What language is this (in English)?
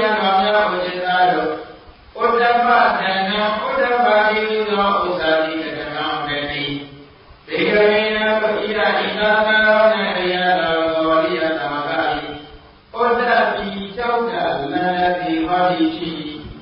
Burmese